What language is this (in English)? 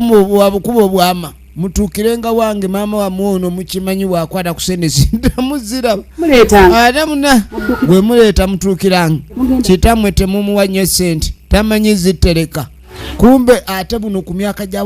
Ganda